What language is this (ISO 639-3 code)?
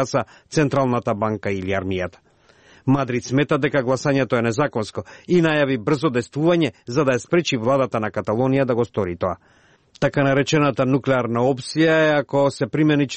mkd